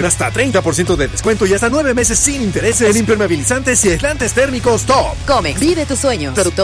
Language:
Spanish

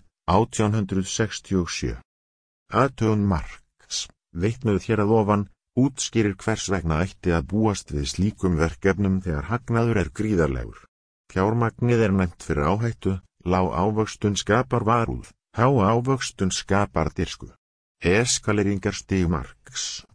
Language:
Icelandic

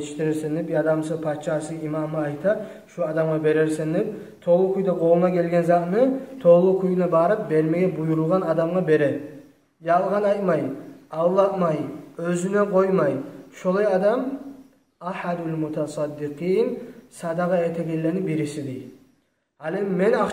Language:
Kumyk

